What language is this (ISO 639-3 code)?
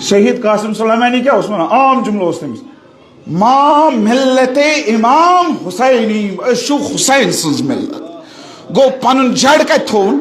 kas